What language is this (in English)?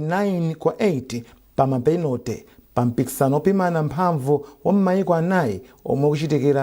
Nyanja